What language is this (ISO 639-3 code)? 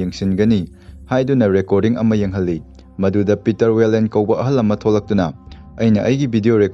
mni